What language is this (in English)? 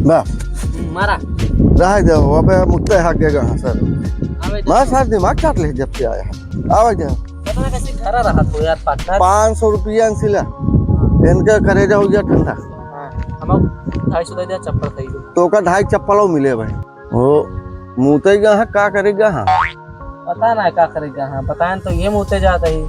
Awadhi